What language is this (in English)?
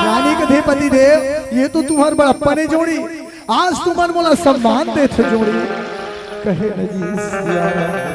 Chhattisgarhi